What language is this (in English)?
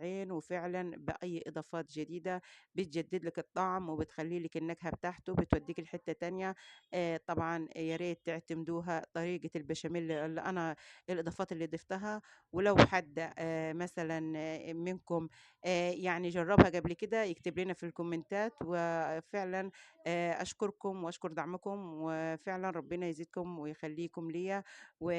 Egyptian Arabic